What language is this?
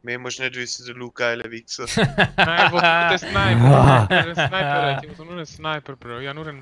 Swiss German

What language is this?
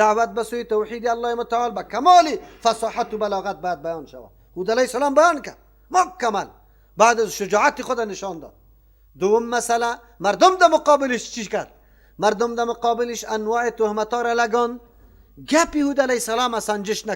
Persian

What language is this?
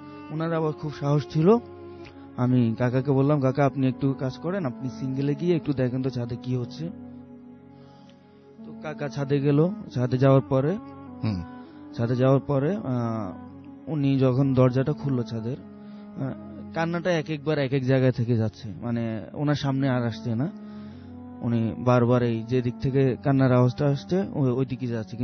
Bangla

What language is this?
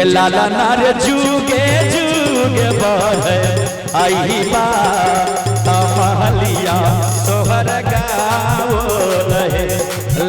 Maithili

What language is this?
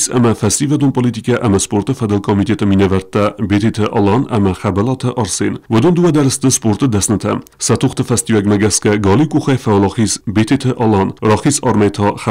Ossetic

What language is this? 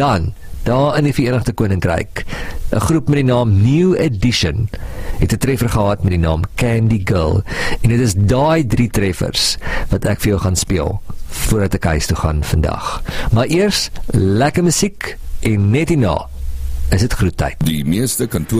Afrikaans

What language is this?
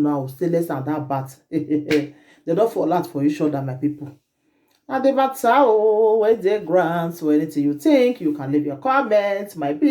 Nigerian Pidgin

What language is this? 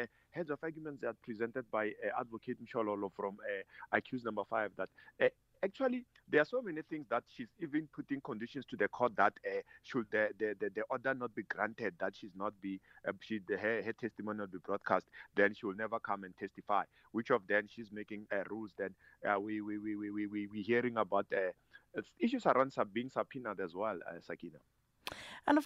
English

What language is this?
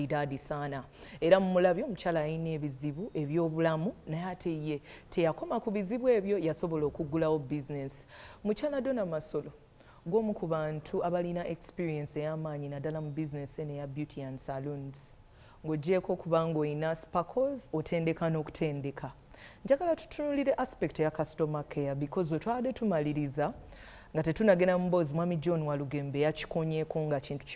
Ganda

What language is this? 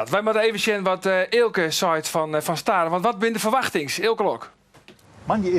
Western Frisian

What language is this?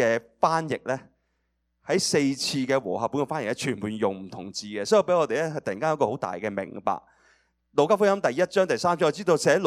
Cantonese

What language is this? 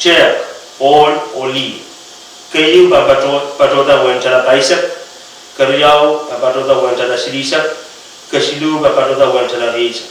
Pohnpeian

